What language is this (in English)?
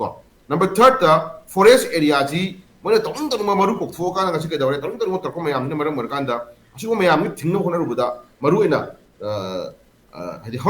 Manipuri